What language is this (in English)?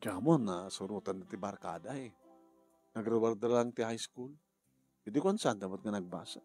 Iloko